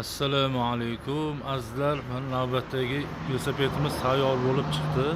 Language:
Uzbek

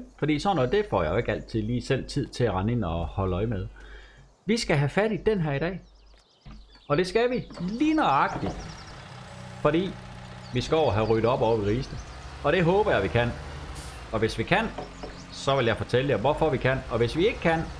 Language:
Danish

